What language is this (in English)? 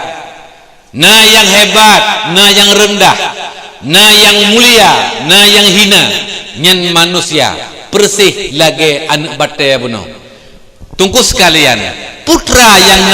Achinese